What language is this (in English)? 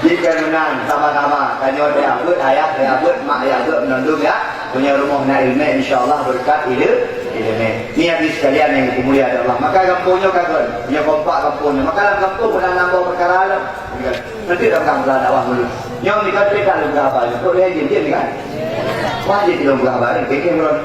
Achinese